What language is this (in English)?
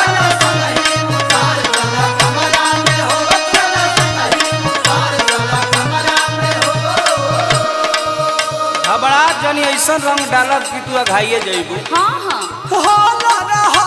Bhojpuri